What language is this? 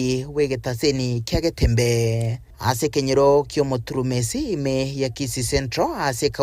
Gusii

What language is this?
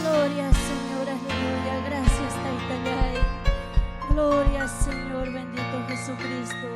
Ayacucho Quechua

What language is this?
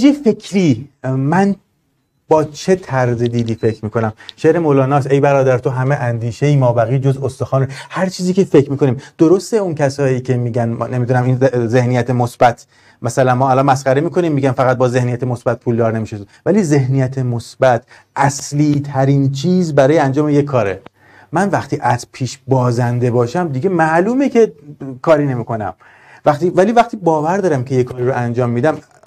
Persian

